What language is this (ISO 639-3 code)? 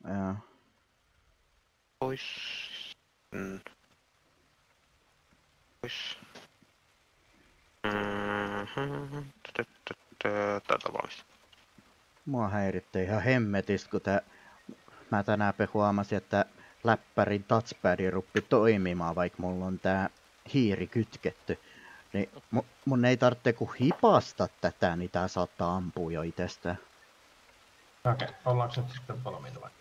fin